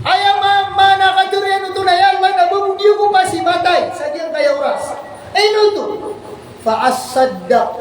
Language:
Maranao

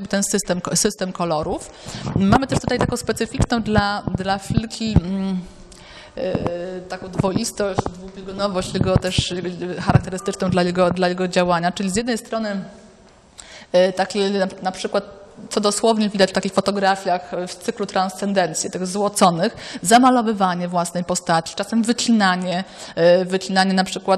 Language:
Polish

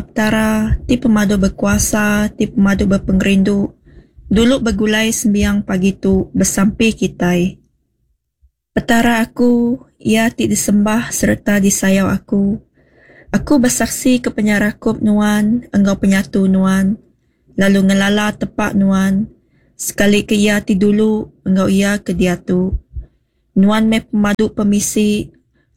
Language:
Iban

